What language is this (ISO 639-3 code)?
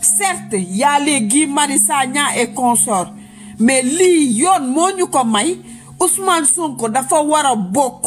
wol